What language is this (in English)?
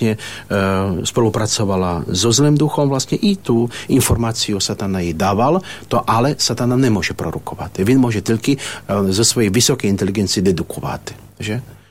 Ukrainian